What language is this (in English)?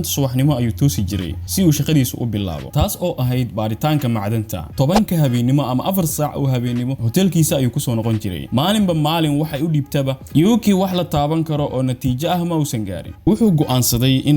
Somali